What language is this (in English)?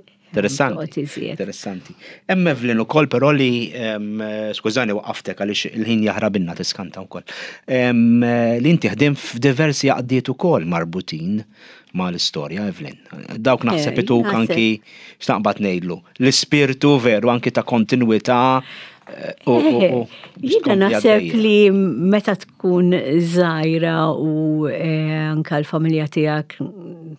Maltese